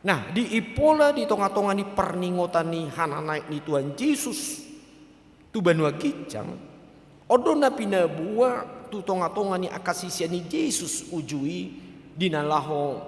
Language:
Batak Toba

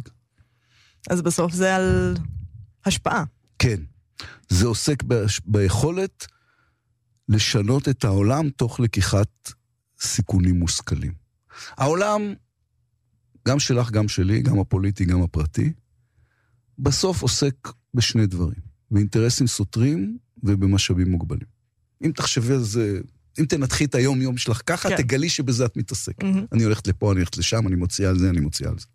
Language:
Hebrew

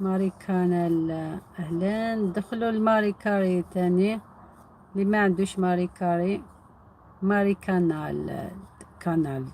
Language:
Algerian Arabic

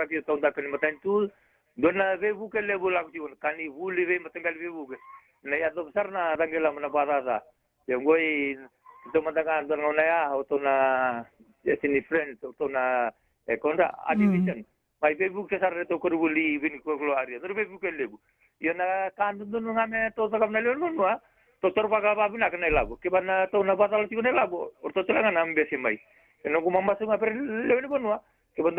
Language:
Fijian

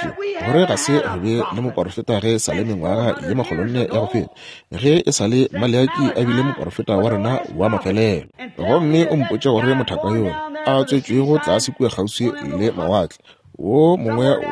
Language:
Northern Sotho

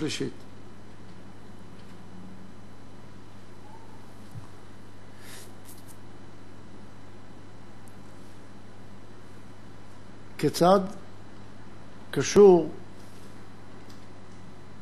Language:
Hebrew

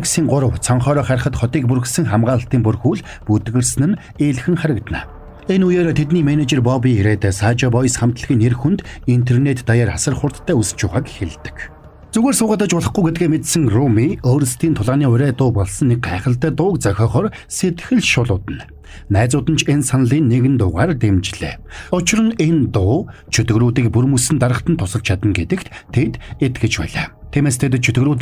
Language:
Mongolian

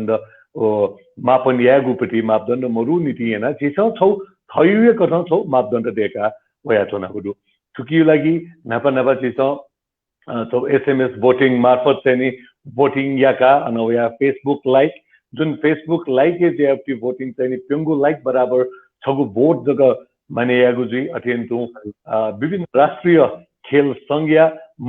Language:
Newari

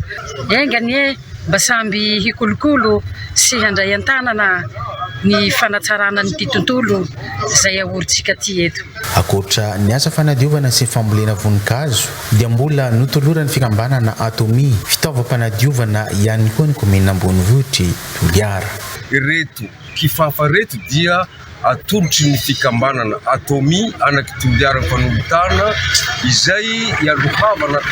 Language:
Malagasy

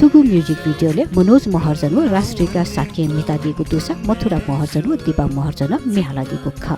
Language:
Newari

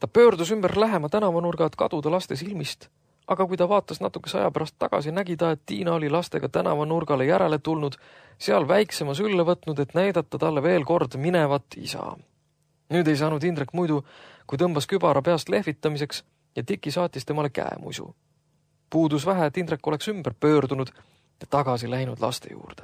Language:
Estonian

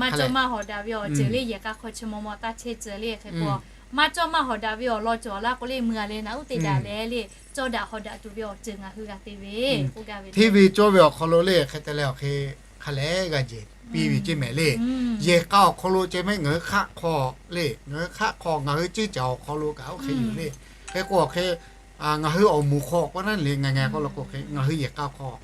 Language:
Lahu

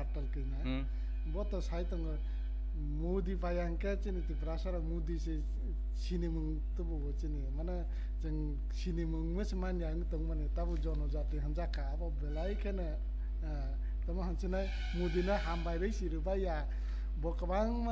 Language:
Kok Borok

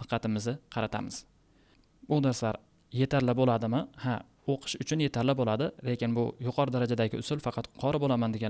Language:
Uzbek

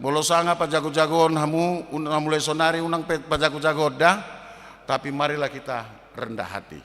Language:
Batak Toba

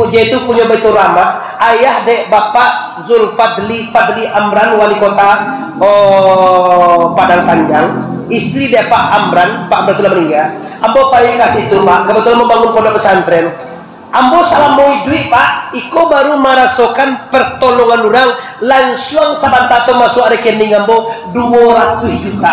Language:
Minangkabau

